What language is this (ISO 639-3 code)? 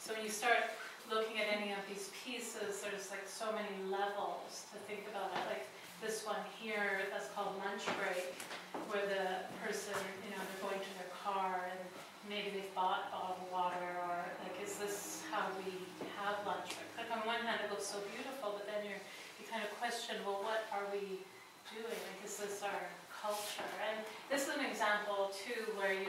eng